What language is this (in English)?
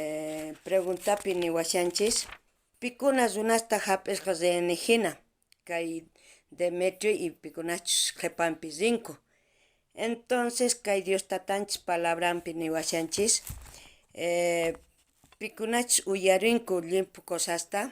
South Bolivian Quechua